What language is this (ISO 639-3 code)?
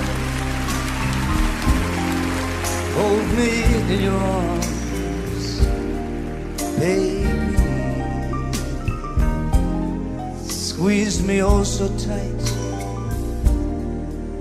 eng